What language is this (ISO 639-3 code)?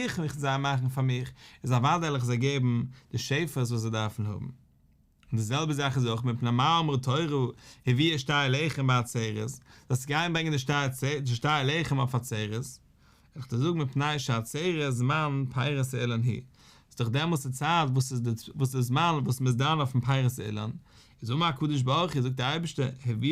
yid